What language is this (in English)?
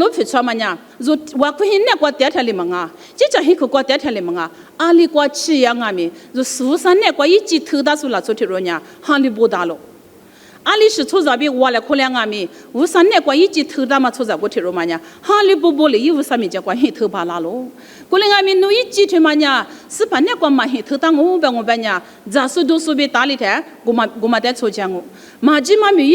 Lisu